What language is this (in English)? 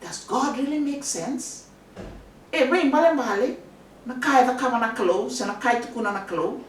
Fijian